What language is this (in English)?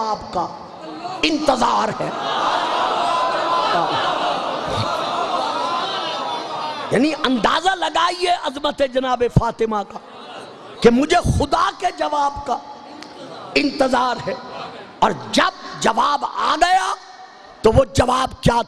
Urdu